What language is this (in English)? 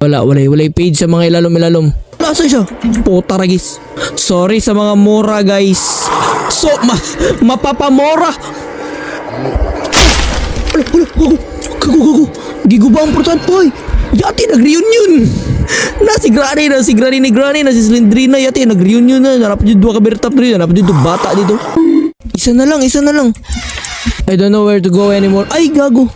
Cebuano